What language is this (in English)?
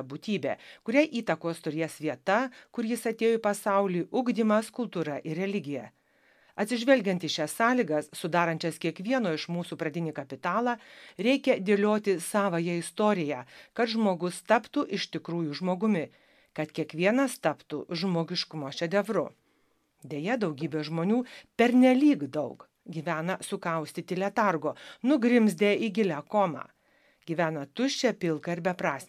Lithuanian